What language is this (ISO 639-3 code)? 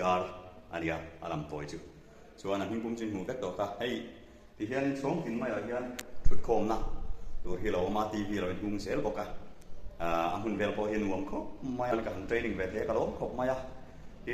lus